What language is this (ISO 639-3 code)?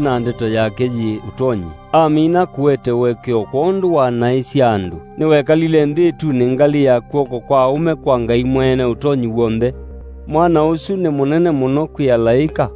kam